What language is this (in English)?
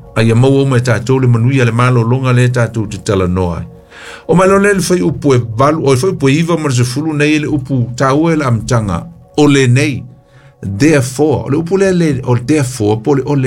Samoan